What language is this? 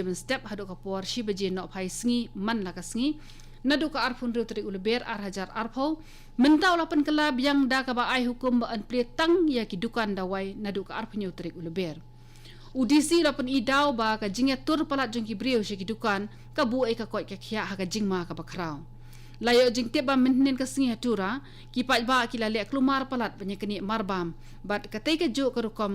Khasi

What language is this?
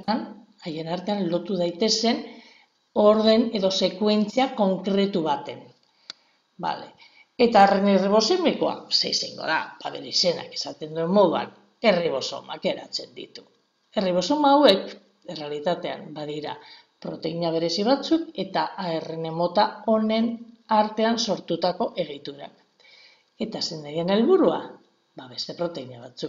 Basque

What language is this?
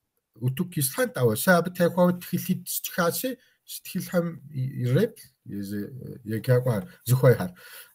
Kabardian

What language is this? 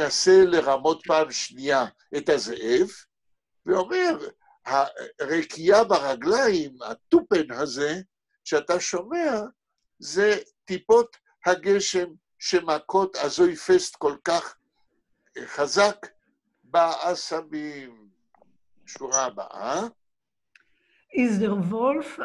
Hebrew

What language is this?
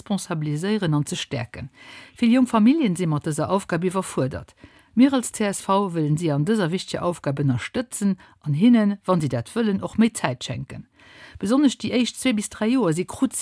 Luxembourgish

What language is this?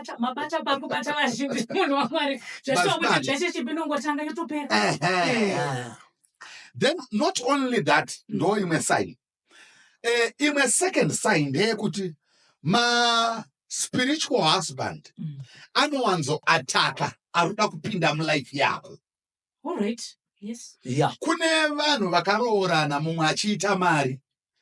Shona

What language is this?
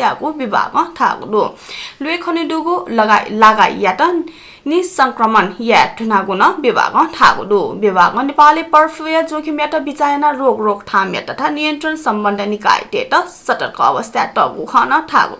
Newari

